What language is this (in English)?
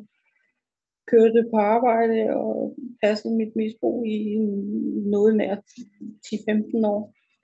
Danish